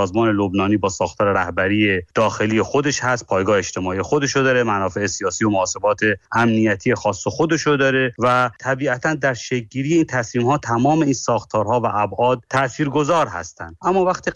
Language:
Persian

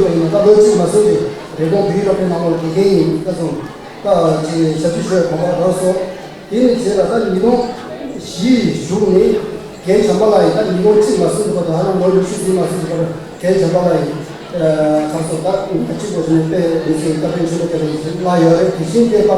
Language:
Tibetan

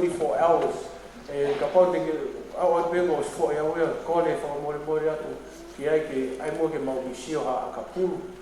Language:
Tongan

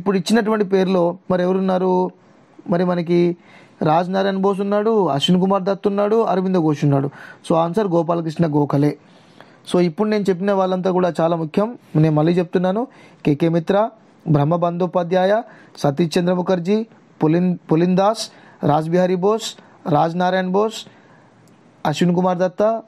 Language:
Telugu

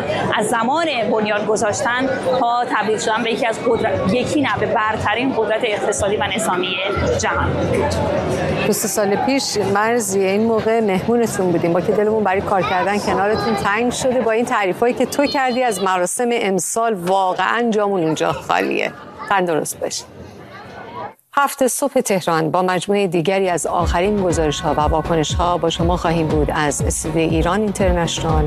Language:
Persian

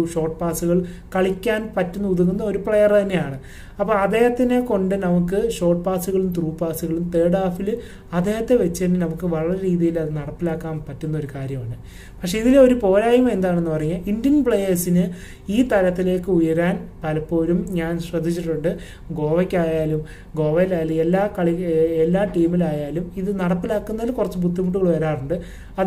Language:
Malayalam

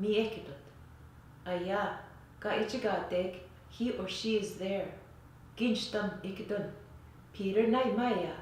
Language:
Western Ojibwa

